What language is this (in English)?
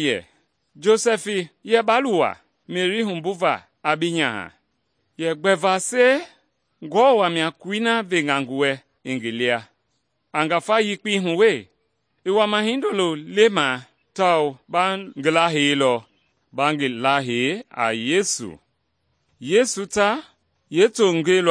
Mende